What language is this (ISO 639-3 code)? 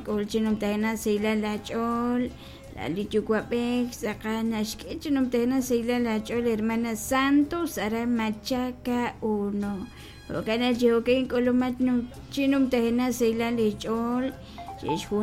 kek